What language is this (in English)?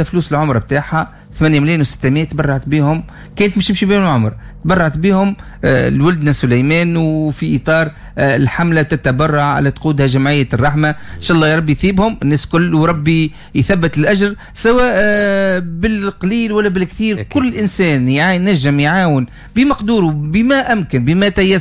Tunisian Arabic